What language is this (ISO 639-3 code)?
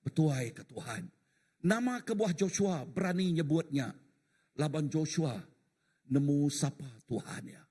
iba